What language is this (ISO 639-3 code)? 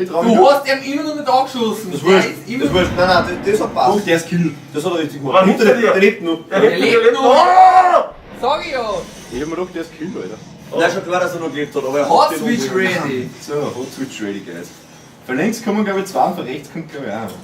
bar